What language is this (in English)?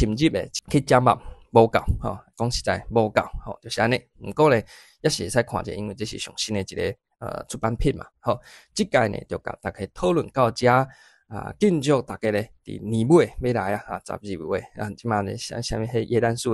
Min Nan Chinese